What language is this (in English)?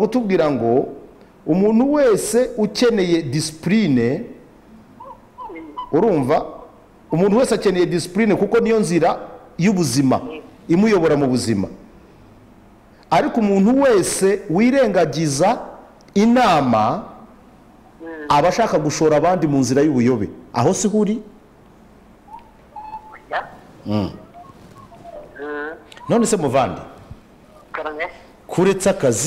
Kinyarwanda